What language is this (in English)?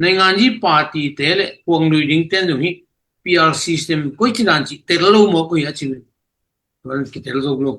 Tedim Chin